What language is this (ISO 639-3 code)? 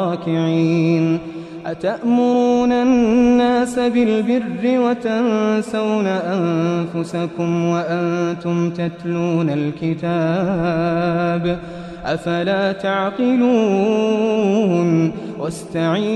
ara